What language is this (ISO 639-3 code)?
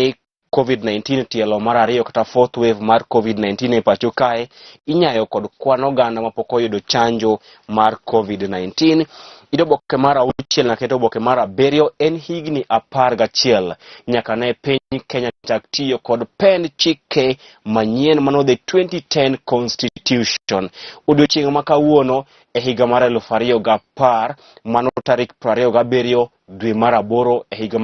luo